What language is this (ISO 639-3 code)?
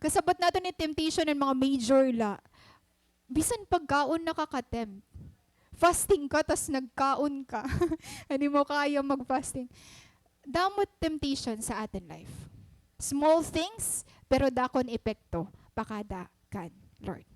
war